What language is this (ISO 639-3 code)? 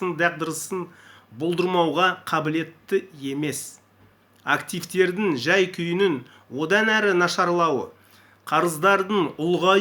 kaz